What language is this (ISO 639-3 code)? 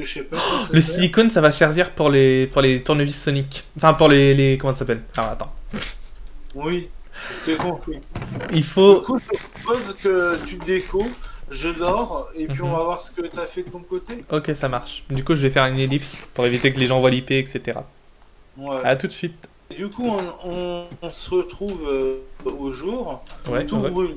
fra